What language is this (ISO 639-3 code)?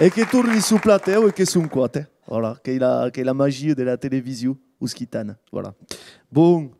oci